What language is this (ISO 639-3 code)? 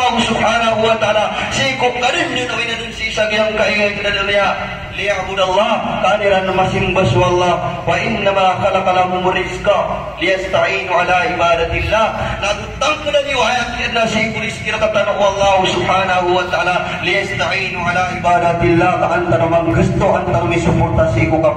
mrw